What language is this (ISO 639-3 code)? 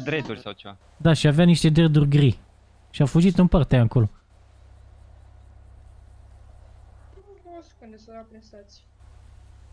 ron